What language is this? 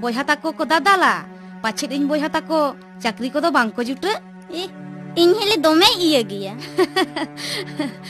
Santali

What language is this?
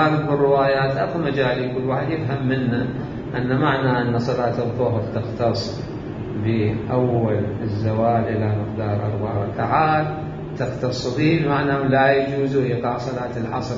Mesopotamian Arabic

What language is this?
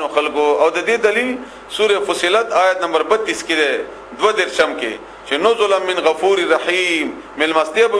Pashto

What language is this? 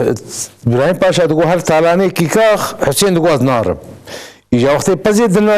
Kurdish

